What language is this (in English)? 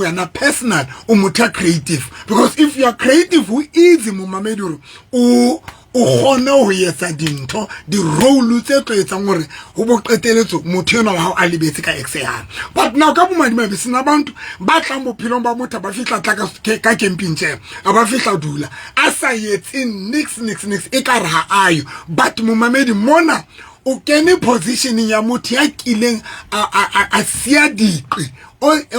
Southern Sotho